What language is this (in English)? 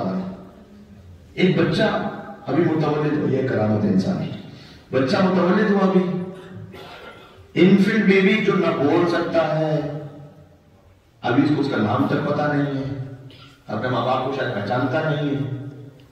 Urdu